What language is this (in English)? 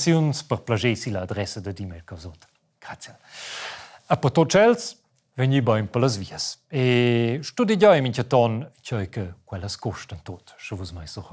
Romansh